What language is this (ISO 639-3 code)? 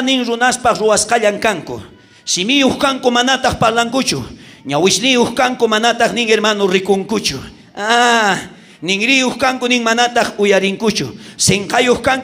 quh